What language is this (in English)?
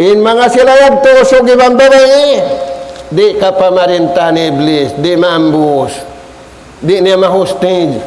Tausug